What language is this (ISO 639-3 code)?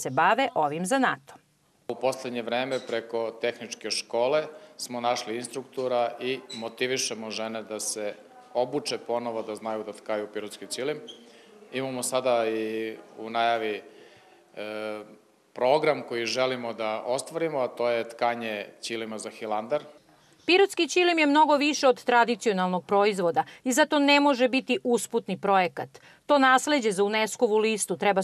srp